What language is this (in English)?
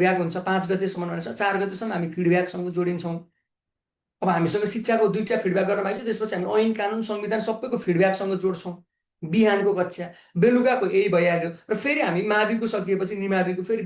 Nepali